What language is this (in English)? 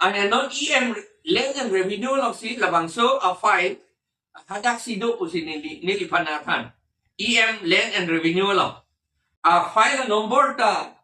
Karbi